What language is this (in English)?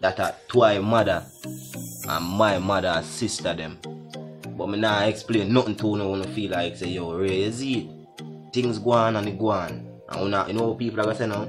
Jamaican Creole English